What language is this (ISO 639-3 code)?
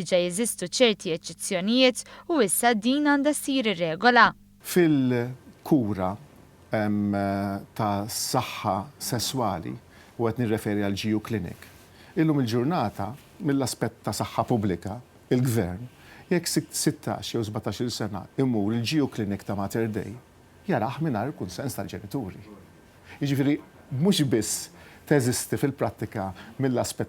mlt